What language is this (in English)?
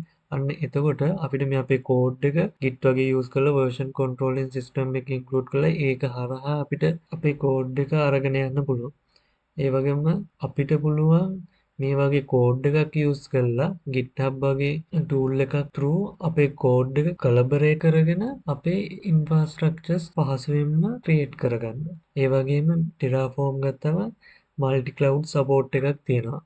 Sinhala